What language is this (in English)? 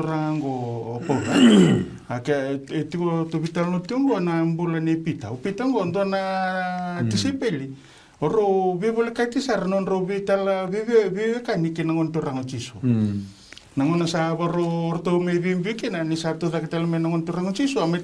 Fijian